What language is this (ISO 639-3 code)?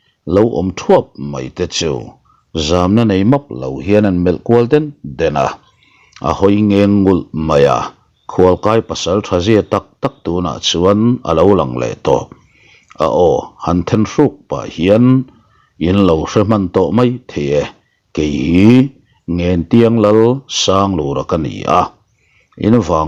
lus